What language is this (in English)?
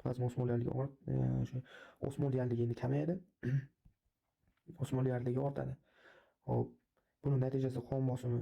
Uzbek